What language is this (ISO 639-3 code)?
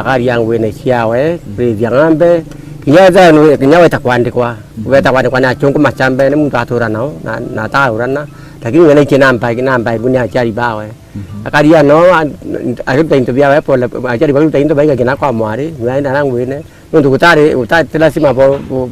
mer